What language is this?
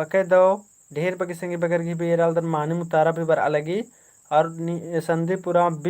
Kurukh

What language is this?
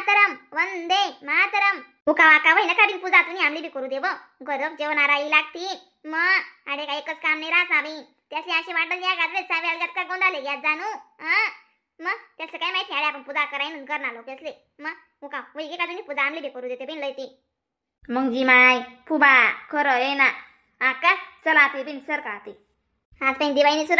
Khandesi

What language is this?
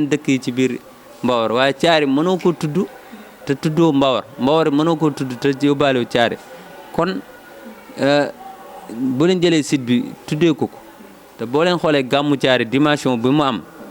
Wolof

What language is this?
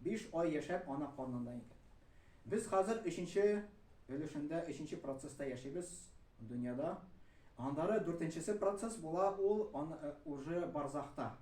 Tatar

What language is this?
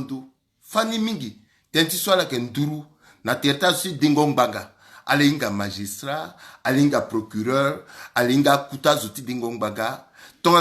Sango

